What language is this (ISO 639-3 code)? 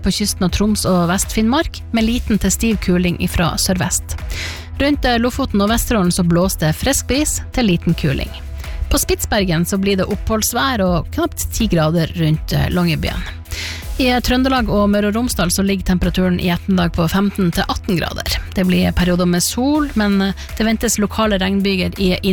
nor